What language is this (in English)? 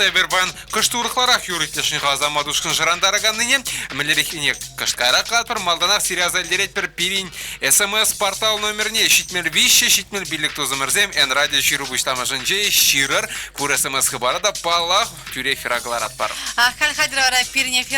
Chuvash